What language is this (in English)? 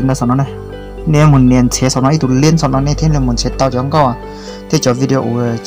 Hmong